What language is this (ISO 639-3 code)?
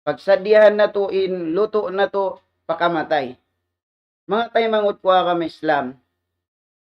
tsg